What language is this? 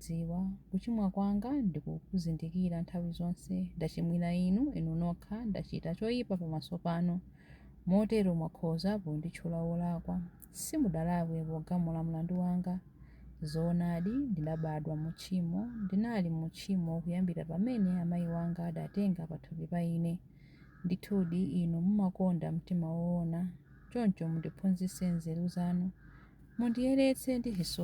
Nyanja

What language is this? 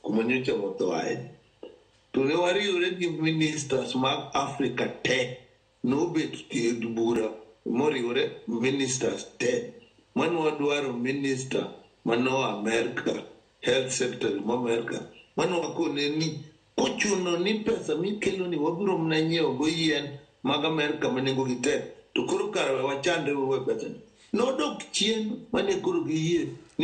Luo (Kenya and Tanzania)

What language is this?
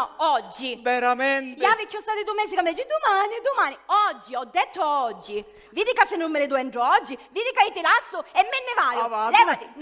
Sicilian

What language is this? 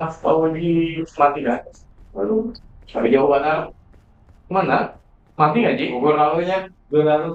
Banjar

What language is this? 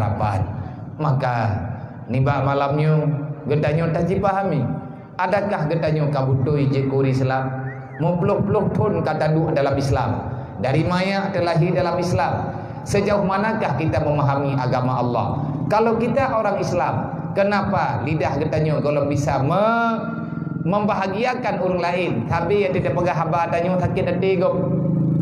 Achinese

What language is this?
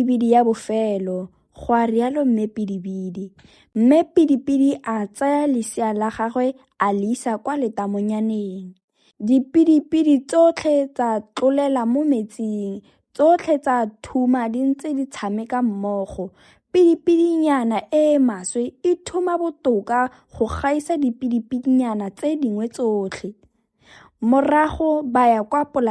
Tswana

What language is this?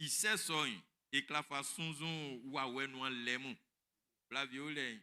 Baoulé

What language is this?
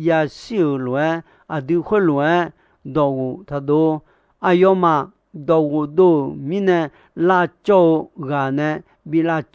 Akha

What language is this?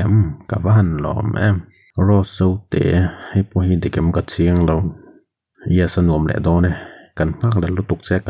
Mizo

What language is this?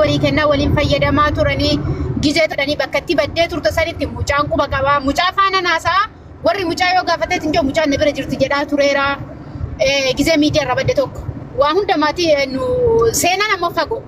Oromo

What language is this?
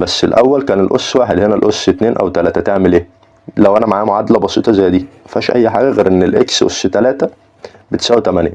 Egyptian Arabic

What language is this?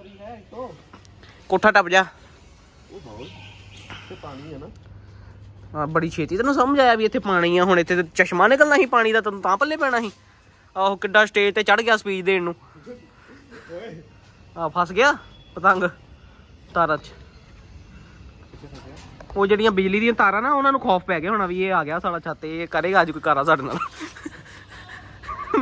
Punjabi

